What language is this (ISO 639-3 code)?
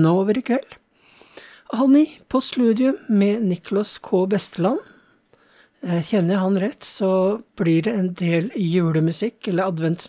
nor